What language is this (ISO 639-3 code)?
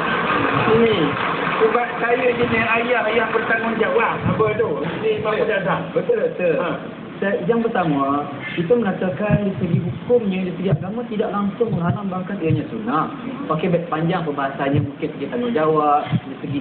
msa